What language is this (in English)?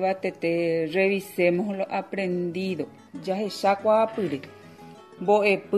Guarani